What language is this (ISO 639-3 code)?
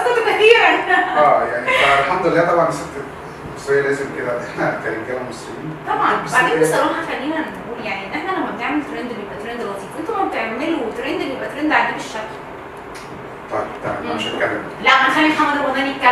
arz